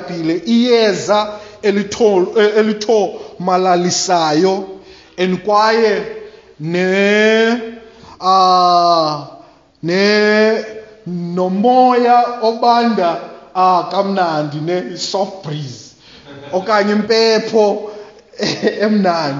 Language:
Xhosa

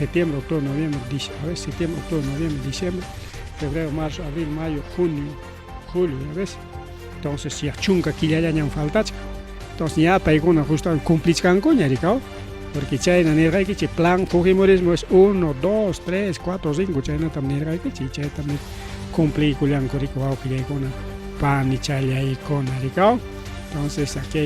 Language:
Ayacucho Quechua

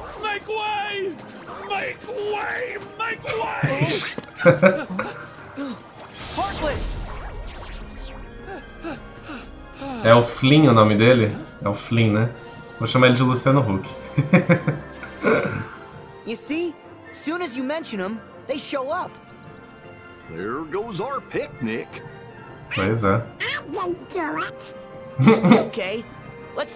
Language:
Portuguese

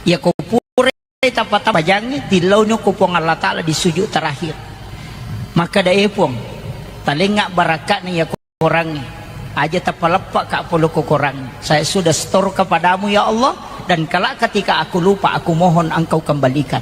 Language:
Buginese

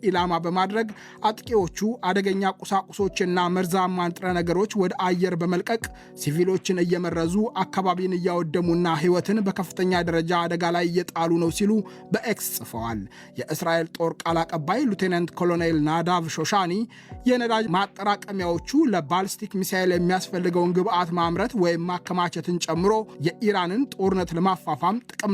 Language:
Amharic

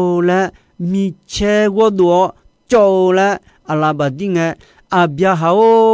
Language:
Akha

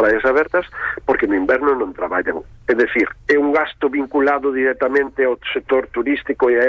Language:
Galician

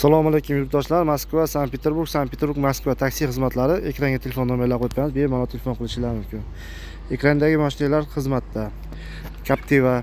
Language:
Uzbek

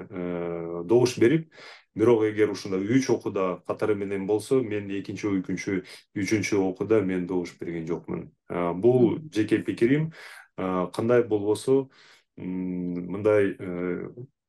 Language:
Kyrgyz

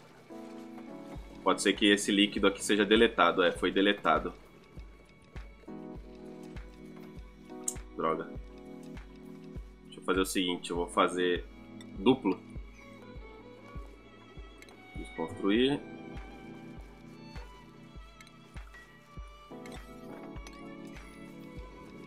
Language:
Portuguese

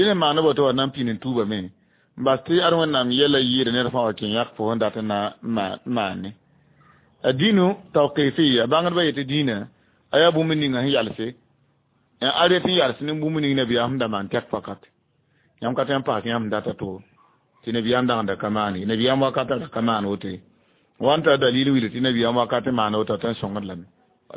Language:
Mossi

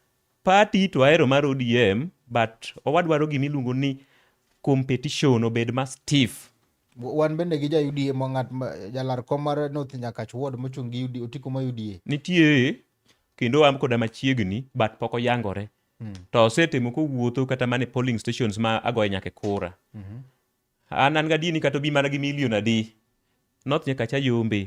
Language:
Luo (Kenya and Tanzania)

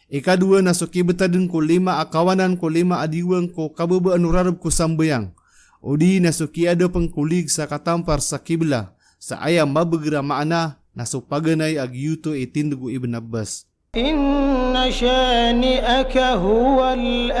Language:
Maranao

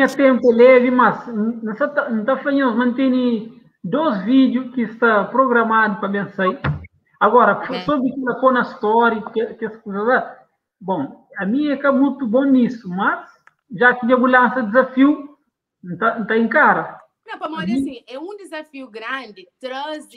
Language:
Kabuverdianu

